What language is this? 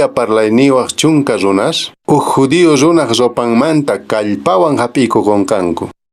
Quechua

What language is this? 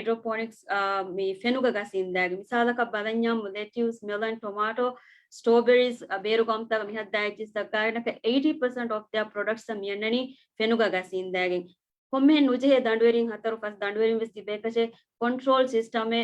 Divehi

